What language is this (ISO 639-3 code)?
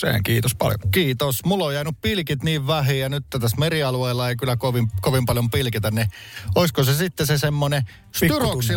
fin